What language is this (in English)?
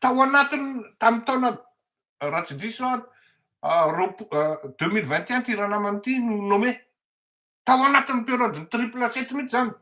Malagasy